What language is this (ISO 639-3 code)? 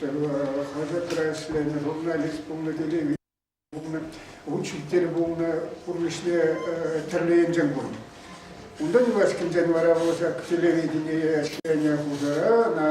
chv